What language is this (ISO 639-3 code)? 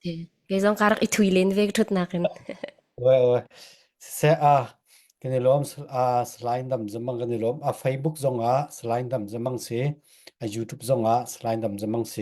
cfm